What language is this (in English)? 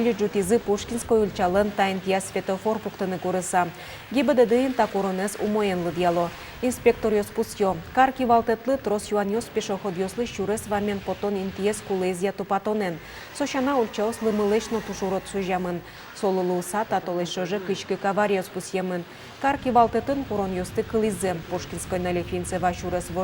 Udmurt